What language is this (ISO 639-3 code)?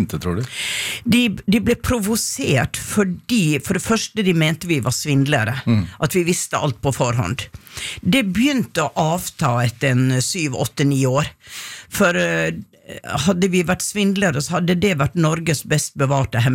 nor